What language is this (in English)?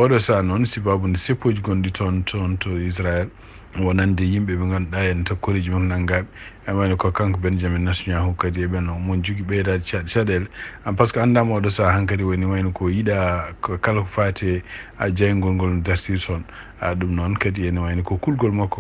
Fula